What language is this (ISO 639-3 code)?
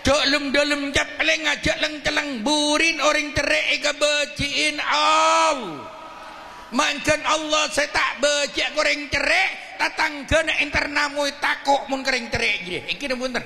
mad